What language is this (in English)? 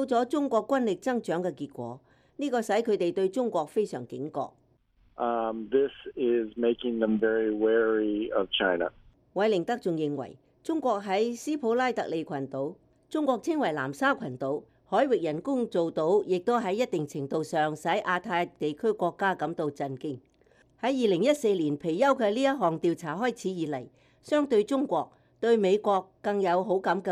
Cantonese